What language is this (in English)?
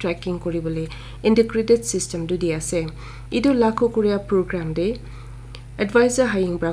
Naga Pidgin